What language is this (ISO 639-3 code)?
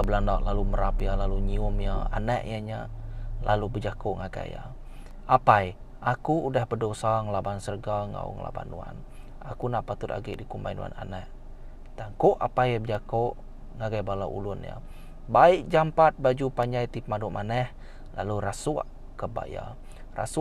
iba